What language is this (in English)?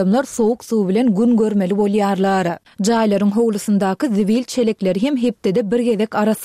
Turkmen